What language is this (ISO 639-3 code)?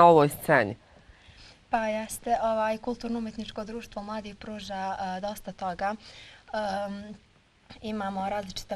bos